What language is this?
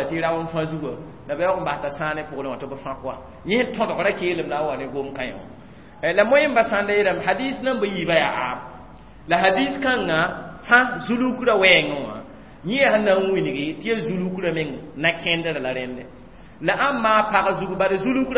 Mossi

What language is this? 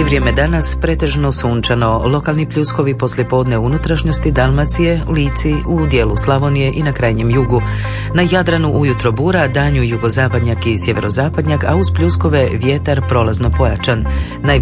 Croatian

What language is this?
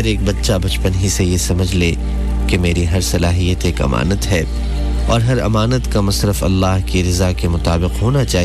Urdu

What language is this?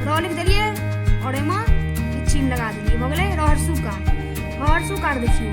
Maithili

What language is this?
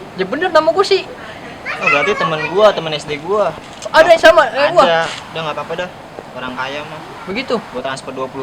Betawi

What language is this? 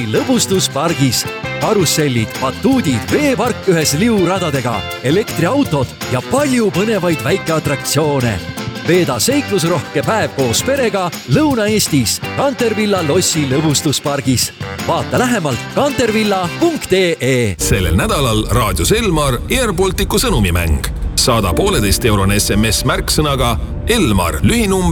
Estonian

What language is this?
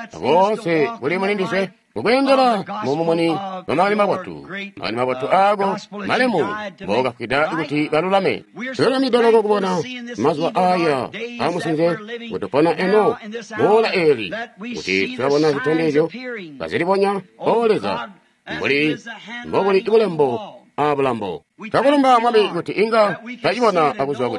Tonga (Zambia)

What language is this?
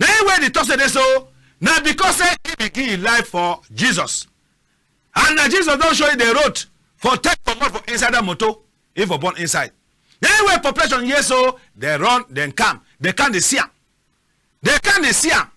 Cameroon Pidgin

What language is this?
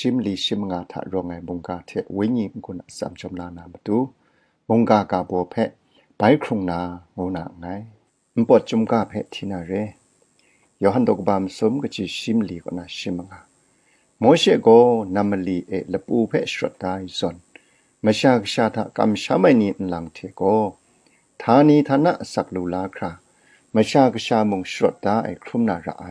Kachin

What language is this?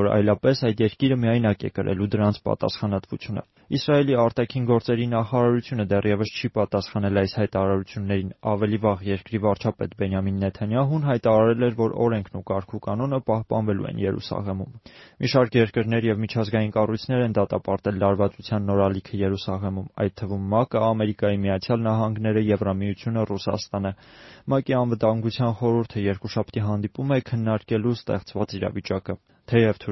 Armenian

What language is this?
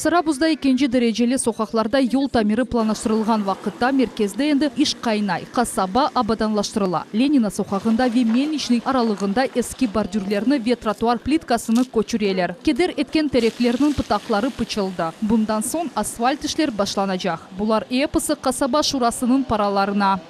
Crimean Tatar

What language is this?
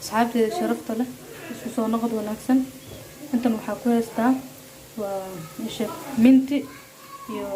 Somali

